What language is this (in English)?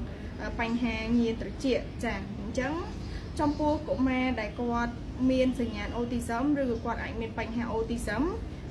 Khmer